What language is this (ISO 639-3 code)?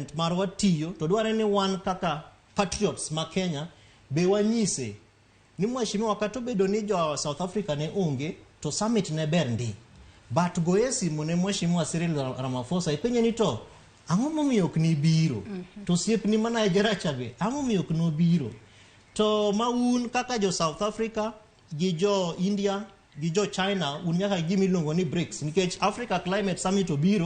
luo